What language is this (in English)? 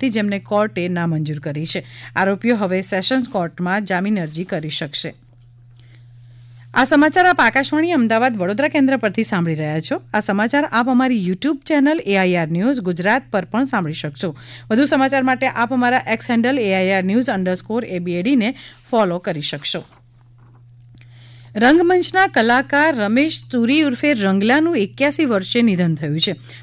Gujarati